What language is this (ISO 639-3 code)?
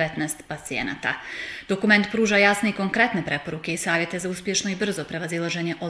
bos